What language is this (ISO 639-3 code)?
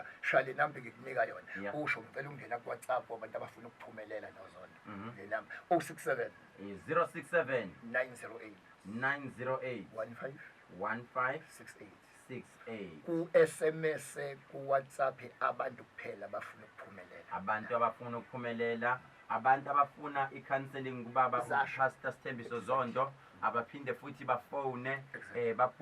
zul